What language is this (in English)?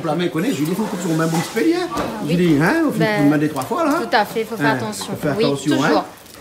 Réunion Creole French